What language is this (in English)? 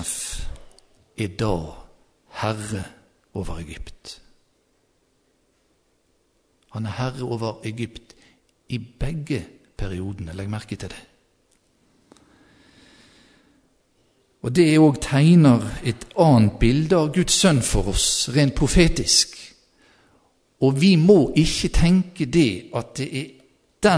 Norwegian